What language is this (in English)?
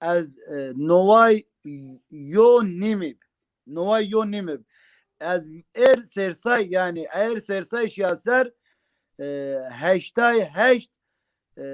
Zaza